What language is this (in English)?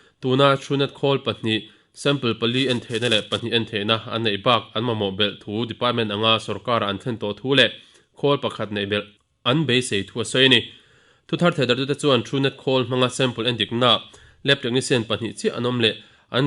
Mizo